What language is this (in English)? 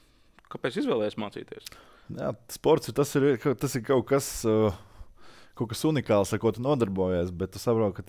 Latvian